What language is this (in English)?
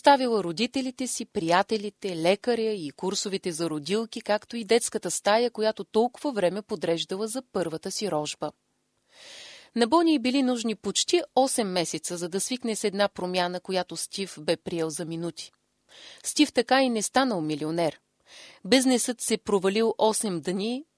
Bulgarian